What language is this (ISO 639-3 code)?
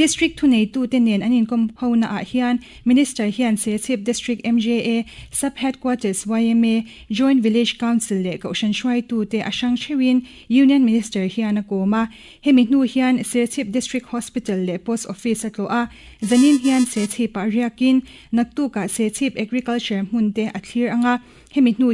lus